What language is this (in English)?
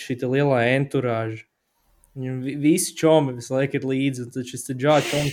Latvian